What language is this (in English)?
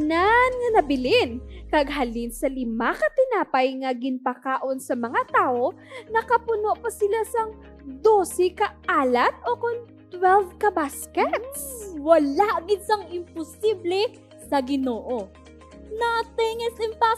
Hiligaynon